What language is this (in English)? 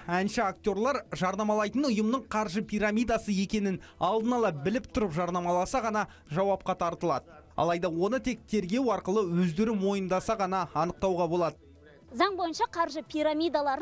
Kazakh